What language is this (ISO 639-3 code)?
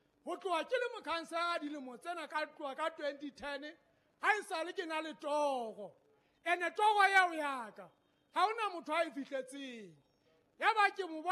sot